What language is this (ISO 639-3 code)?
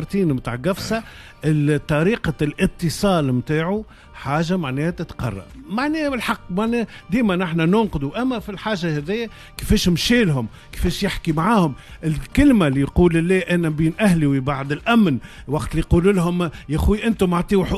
aeb